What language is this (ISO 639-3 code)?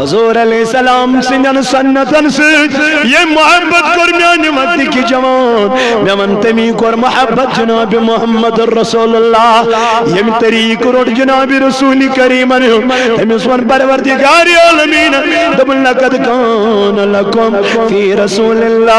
kas